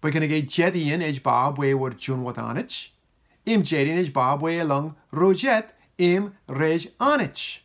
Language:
Marshallese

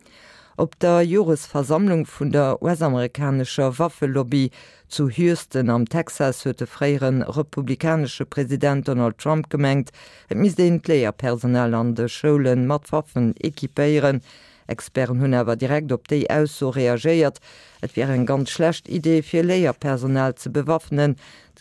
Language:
Luxembourgish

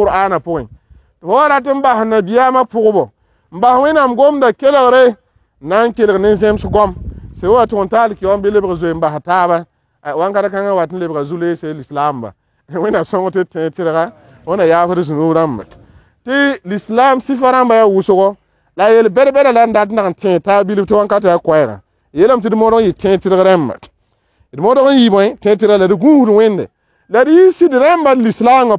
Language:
Mossi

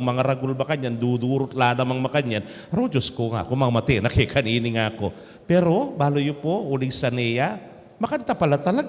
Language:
Pampanga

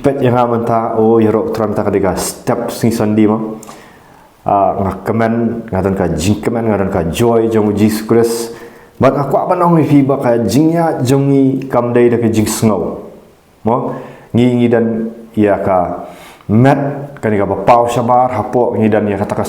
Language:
Khasi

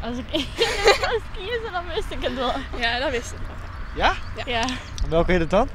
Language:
Western Frisian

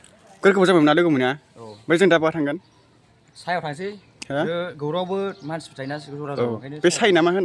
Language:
Bodo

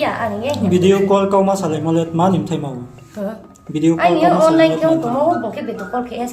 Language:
Riang (India)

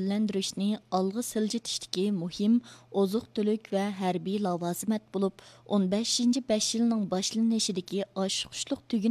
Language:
Uyghur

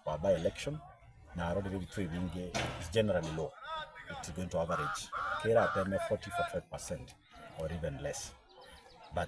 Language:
Gusii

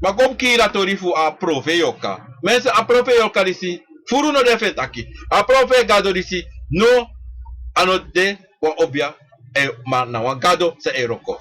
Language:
Sranan Tongo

